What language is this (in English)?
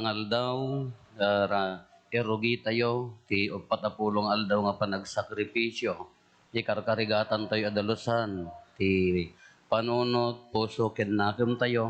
Iloko